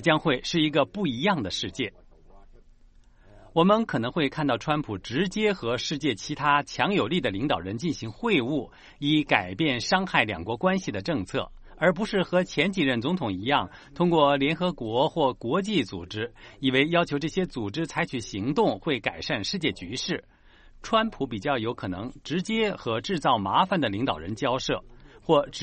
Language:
Chinese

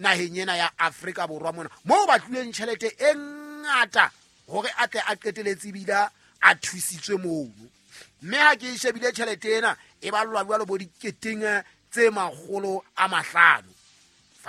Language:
Southern Sotho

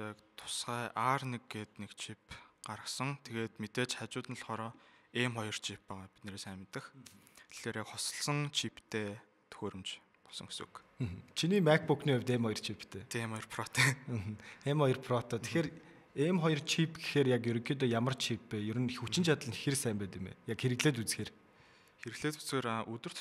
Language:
Mongolian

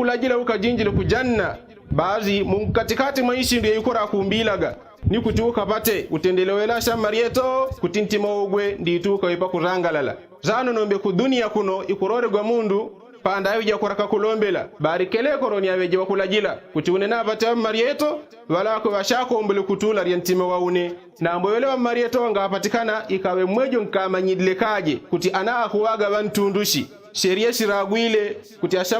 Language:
Yao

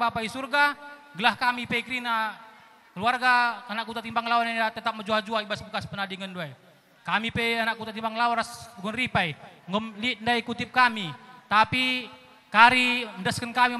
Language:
Batak Karo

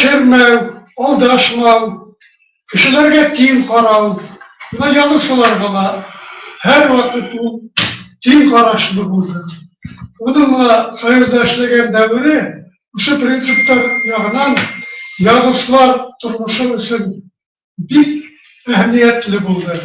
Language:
Bashkir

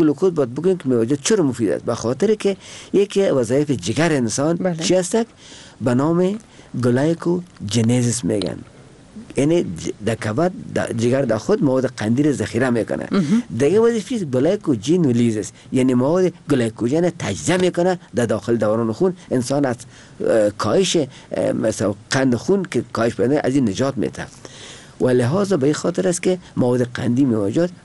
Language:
Persian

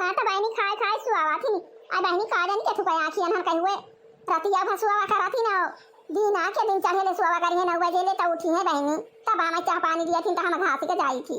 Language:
Awadhi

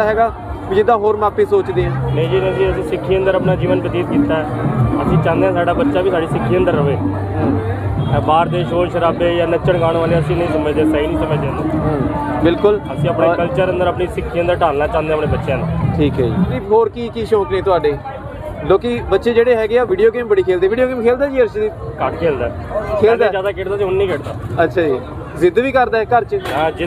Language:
Punjabi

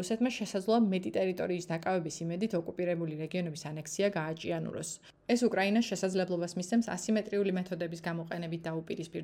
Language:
Georgian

